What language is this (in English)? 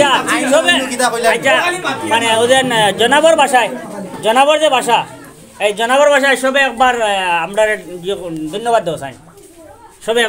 Sylheti